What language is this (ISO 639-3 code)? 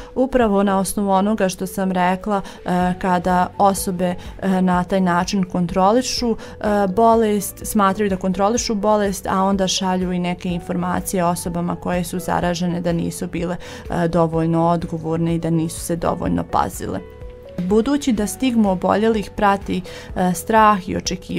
bos